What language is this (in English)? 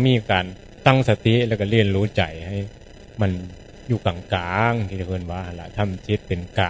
Northeastern Thai